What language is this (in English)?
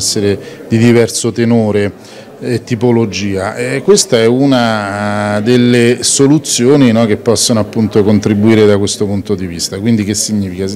Italian